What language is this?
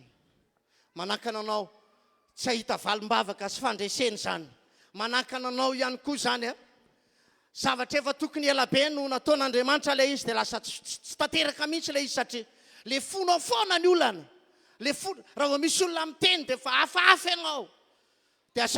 Malagasy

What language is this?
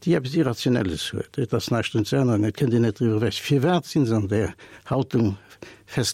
Luxembourgish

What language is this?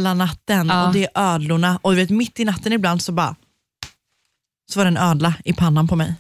Swedish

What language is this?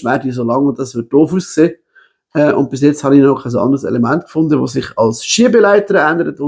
Swiss German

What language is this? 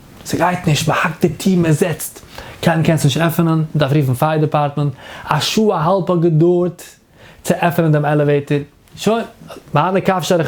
Yiddish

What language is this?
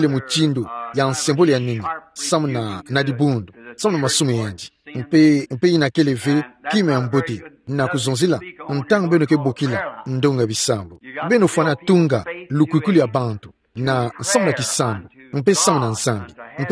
Kituba (Democratic Republic of Congo)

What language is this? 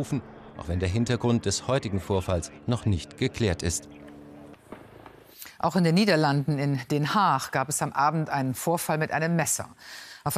German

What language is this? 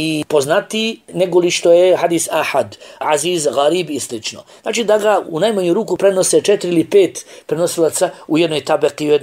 Bosnian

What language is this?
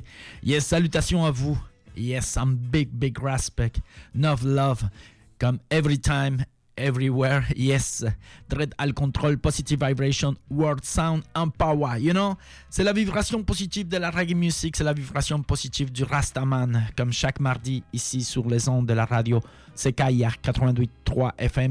French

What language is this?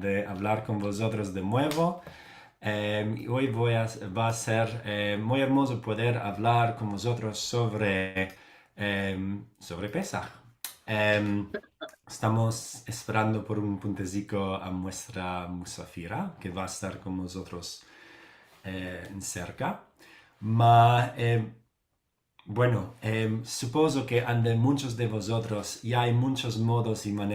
Ladino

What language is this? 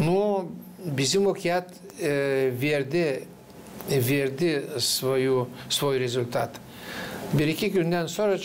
Gagauz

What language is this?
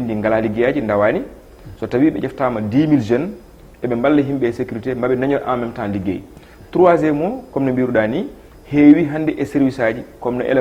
Fula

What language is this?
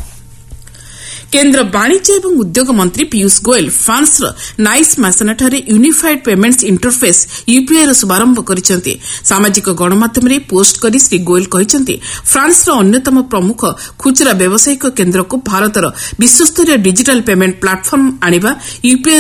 Odia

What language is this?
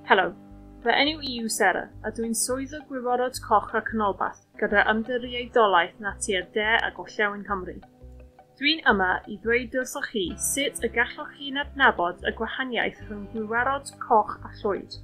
Welsh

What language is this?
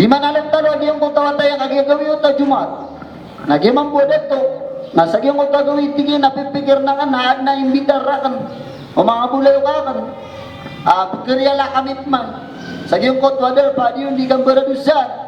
Maranao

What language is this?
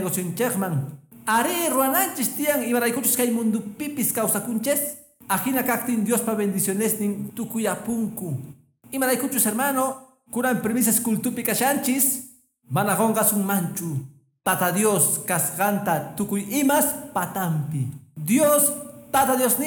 Quechua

